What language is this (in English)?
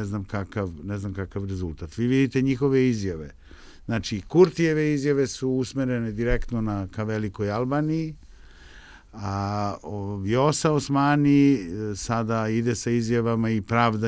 Serbian